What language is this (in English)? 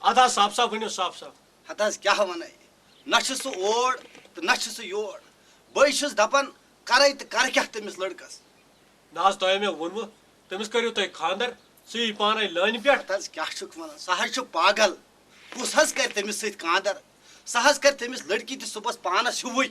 Kashmiri